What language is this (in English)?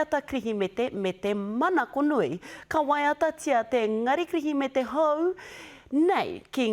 Māori